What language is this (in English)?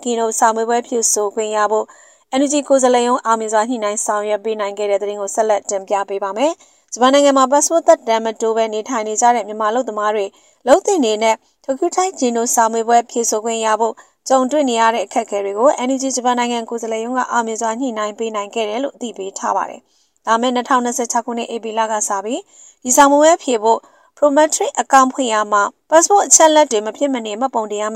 Burmese